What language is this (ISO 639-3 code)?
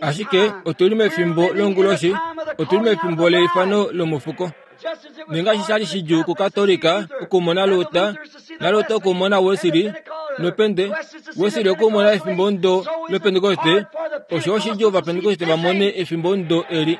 kua